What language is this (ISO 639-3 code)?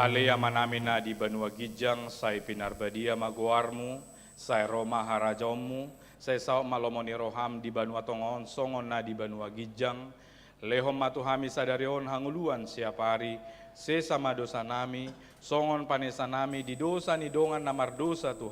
bbc